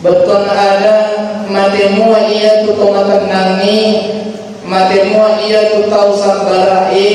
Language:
Buginese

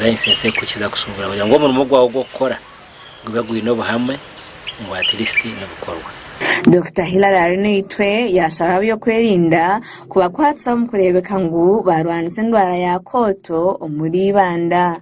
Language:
Nyankole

